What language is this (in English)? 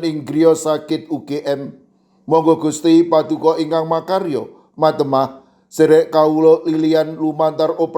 Javanese